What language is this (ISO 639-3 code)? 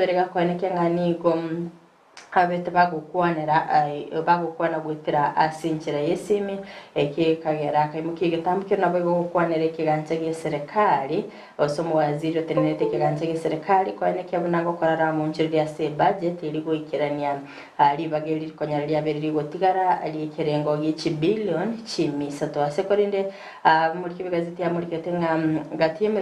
guz